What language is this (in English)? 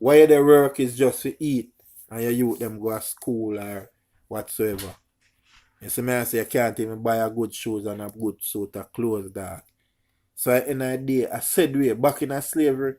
Jamaican Creole English